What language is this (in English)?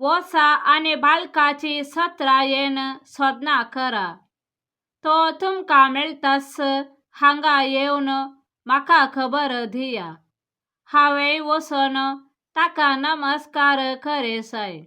Konkani